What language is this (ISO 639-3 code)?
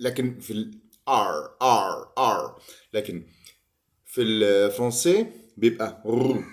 arz